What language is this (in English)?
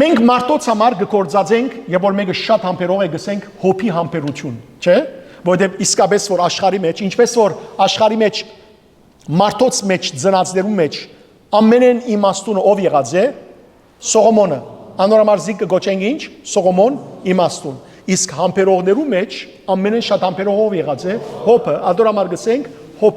Western Armenian